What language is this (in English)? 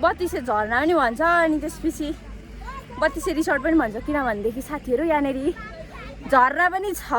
Nepali